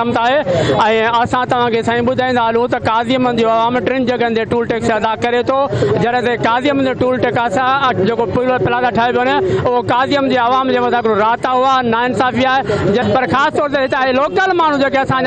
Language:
Sindhi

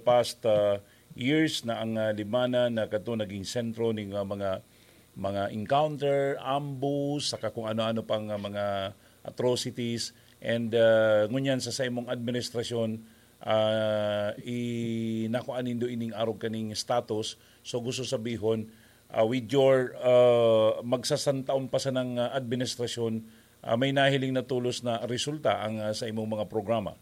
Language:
Bikol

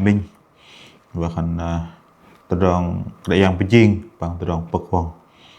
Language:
Bahnar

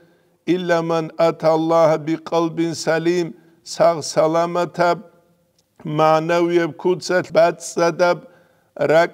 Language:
Avaric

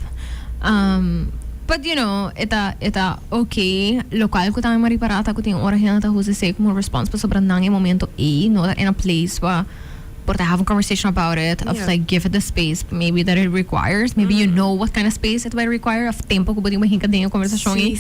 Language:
Papiamento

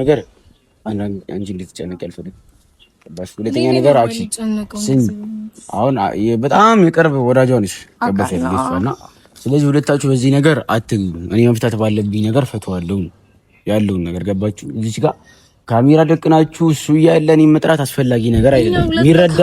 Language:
Amharic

